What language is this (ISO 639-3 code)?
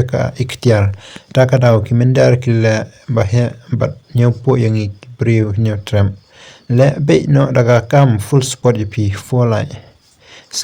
kha